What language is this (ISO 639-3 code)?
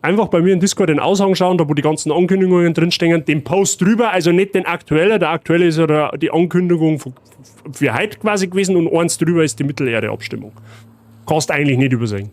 bar